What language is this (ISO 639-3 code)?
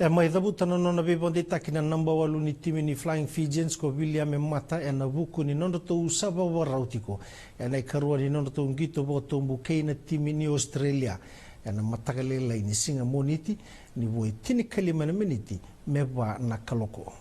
fij